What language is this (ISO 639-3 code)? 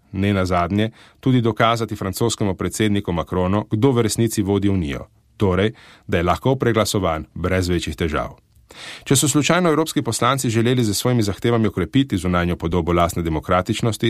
slv